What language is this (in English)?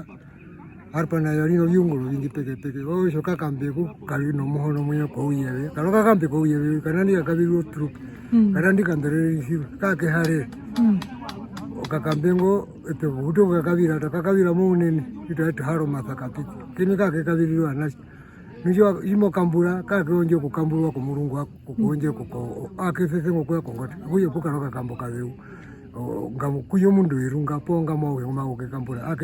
Herero